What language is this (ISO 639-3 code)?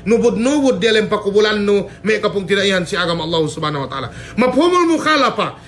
yka